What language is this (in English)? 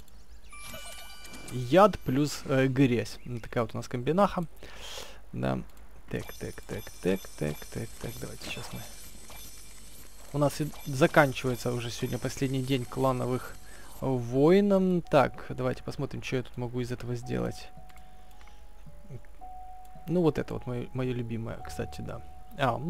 Russian